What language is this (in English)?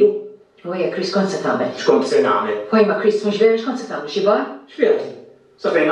Maltese